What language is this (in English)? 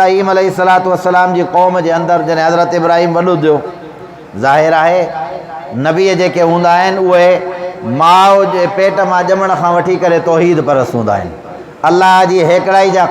Sindhi